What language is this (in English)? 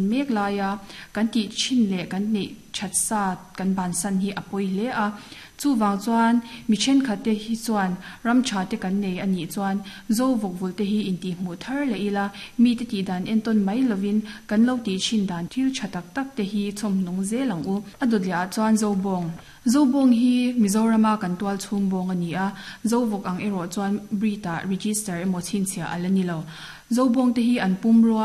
Mizo